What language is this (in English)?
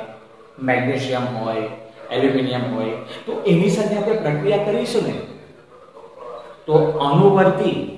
Gujarati